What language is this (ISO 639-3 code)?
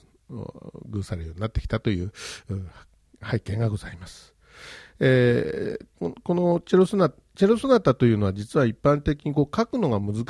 jpn